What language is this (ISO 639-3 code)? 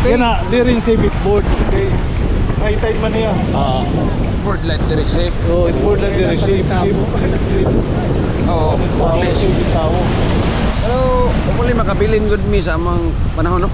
war